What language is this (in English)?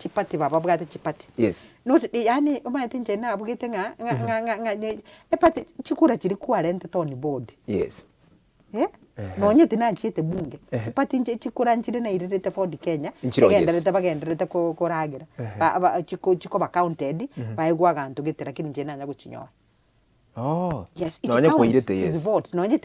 Gusii